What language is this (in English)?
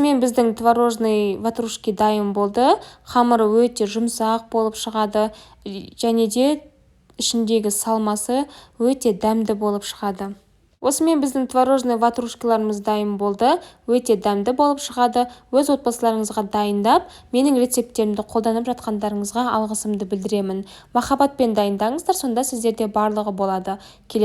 Kazakh